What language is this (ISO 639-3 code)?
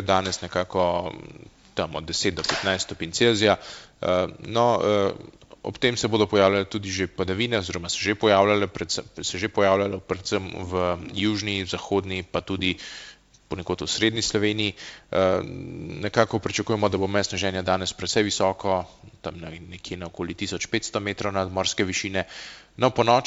slv